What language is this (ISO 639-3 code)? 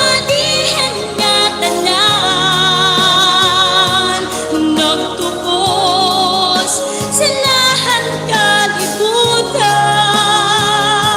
war